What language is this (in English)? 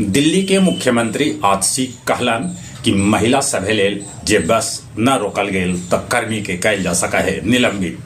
Magahi